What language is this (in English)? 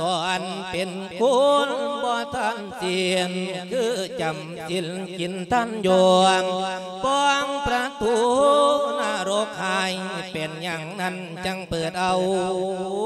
Lao